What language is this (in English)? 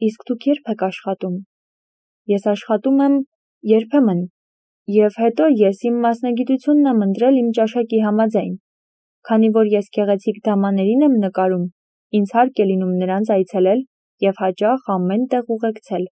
Armenian